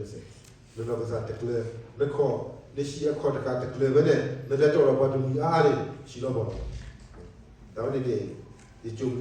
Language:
S'gaw Karen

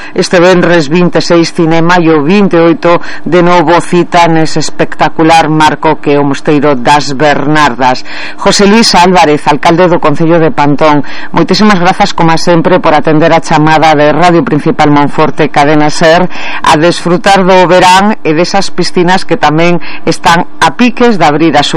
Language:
Galician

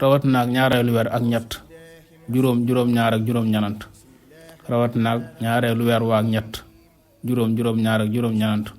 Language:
Wolof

